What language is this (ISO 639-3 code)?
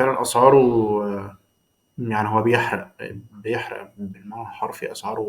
arz